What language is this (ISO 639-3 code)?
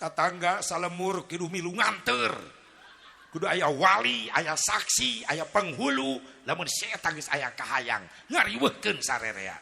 sun